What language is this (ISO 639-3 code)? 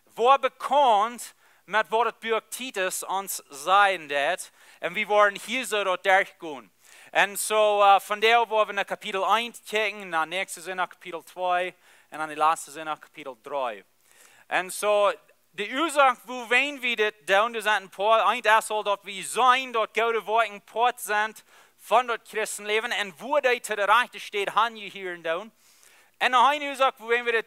pdt